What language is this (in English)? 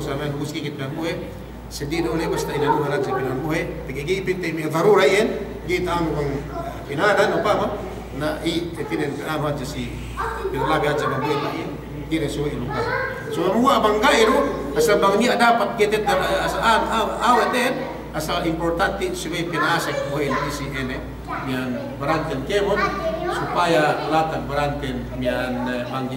Yakan